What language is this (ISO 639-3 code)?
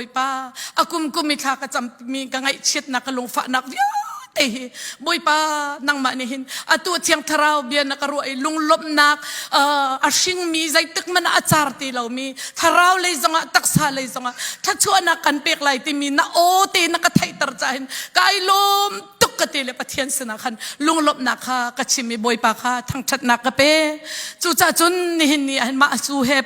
cfm